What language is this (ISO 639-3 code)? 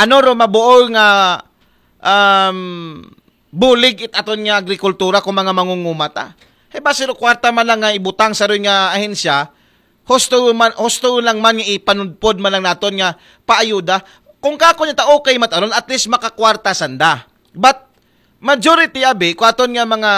akl